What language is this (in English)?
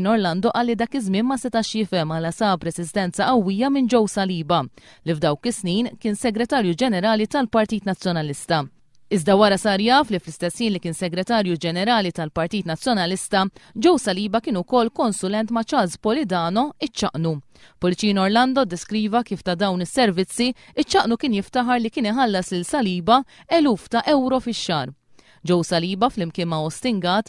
Maltese